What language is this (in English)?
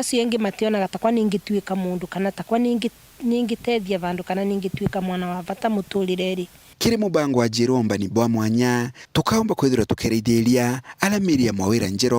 Meru